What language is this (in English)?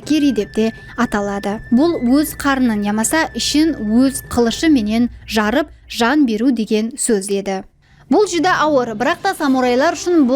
Kara-Kalpak